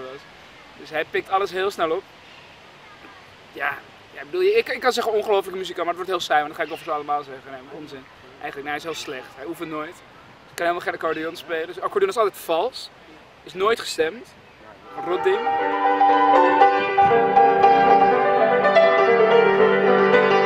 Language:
Dutch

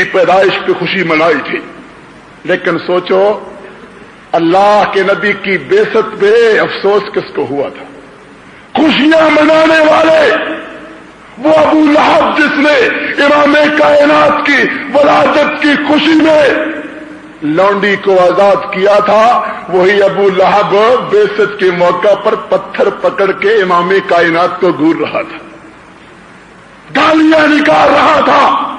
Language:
Urdu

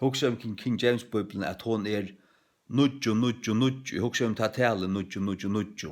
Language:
Faroese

